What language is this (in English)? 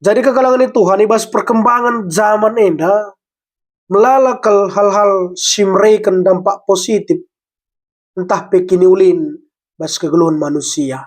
Batak Karo